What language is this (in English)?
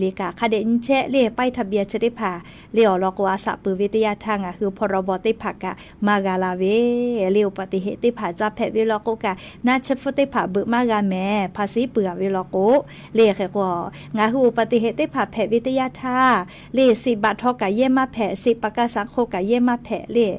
Lahu